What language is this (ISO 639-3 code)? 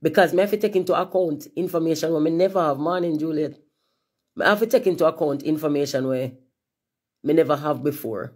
jam